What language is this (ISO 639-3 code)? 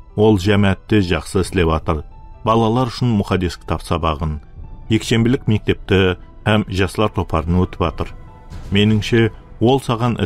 kaa